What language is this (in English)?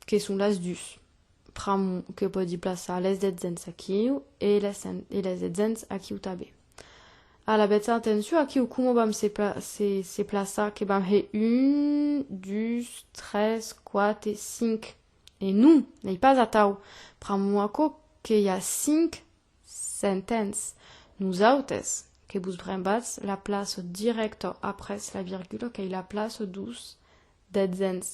Occitan